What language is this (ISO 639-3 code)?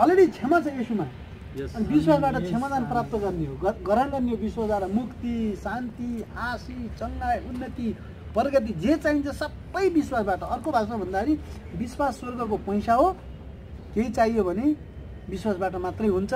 nep